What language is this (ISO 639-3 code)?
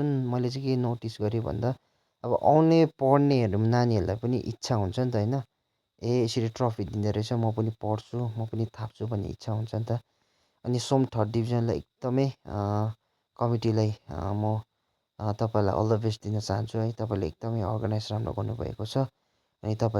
nep